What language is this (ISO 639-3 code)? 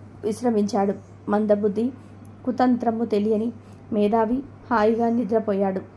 tel